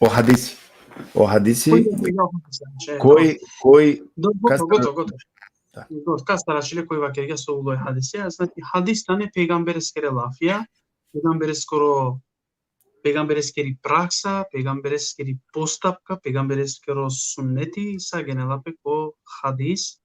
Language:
Balkan Romani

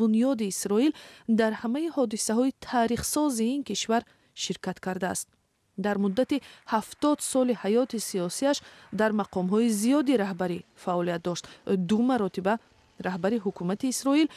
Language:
Tajik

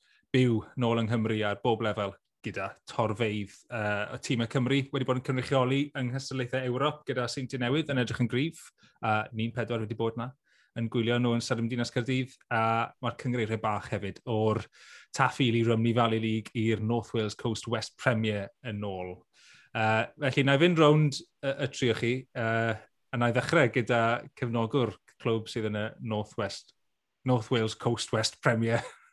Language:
Welsh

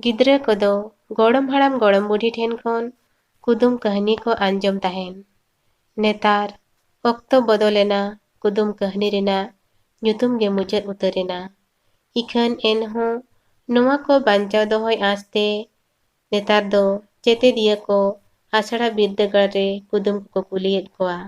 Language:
Santali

